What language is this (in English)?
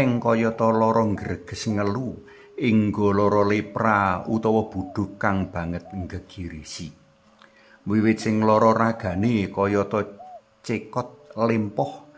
Javanese